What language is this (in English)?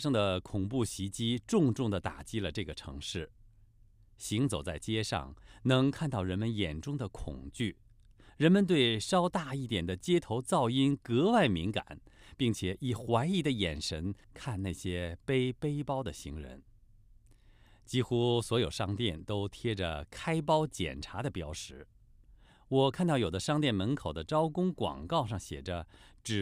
Chinese